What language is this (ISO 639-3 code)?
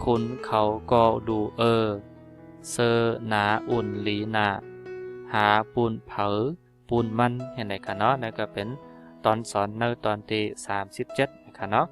shn